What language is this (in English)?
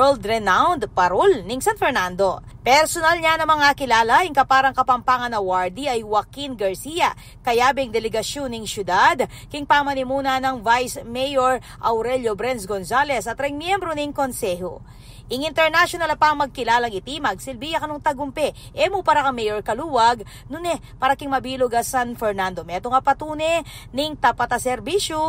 Pampanga